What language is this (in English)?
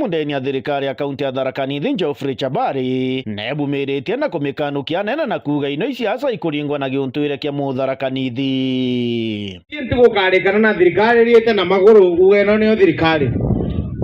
Meru